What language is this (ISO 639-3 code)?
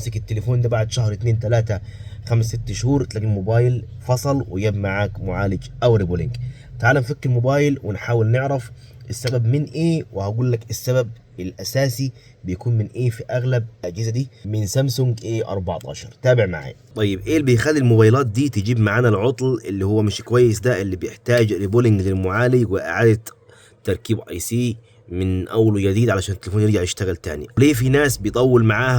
arz